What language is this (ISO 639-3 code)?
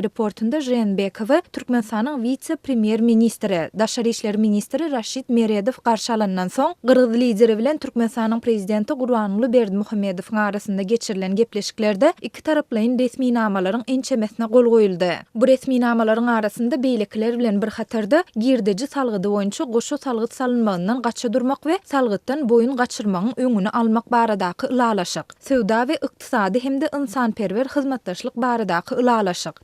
tuk